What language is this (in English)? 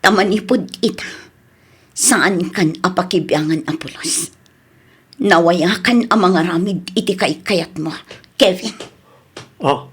Iloko